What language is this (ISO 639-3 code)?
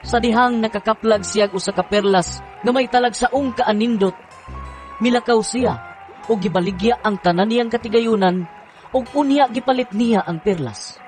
ceb